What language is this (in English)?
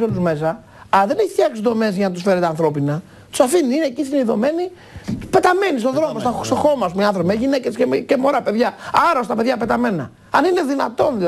Greek